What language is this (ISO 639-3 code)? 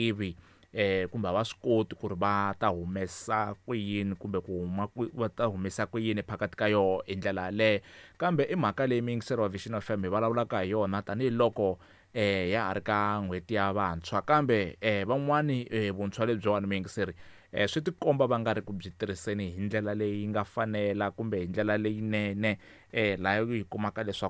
tso